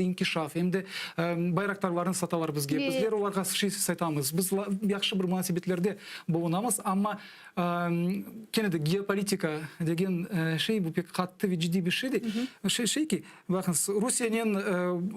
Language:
Crimean Tatar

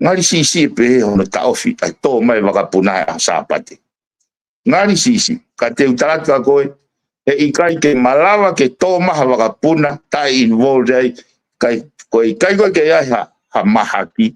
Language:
Tongan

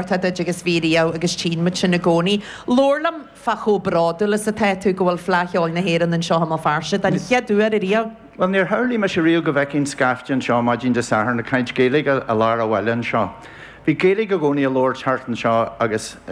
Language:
Irish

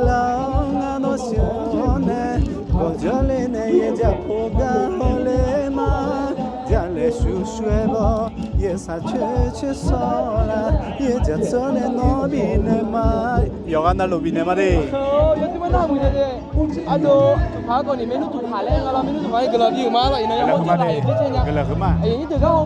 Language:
Akha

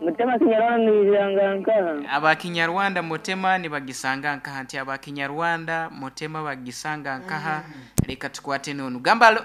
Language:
Nyankole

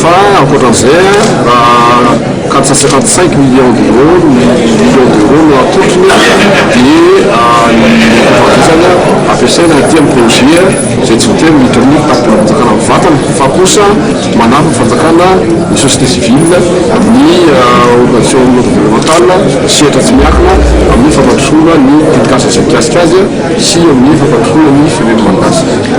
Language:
Malagasy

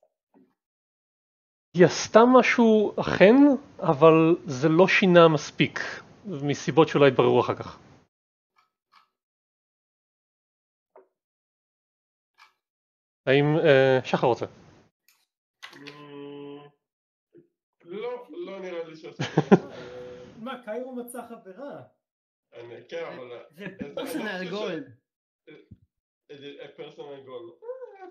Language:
Hebrew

